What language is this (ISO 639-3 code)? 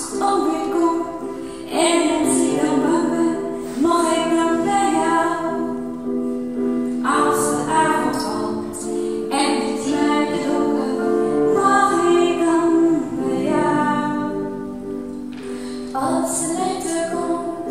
nld